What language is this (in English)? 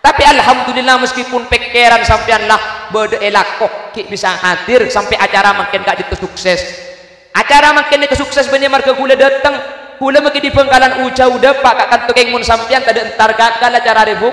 Madurese